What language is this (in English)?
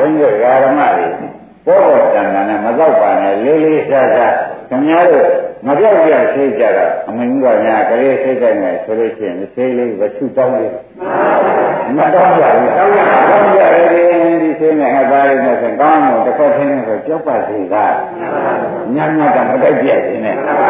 Burmese